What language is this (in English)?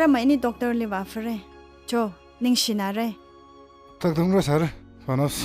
Tangkhul Naga (India)